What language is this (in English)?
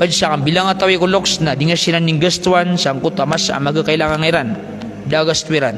Maranao